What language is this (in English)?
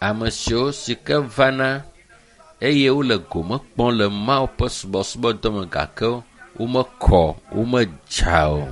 Ewe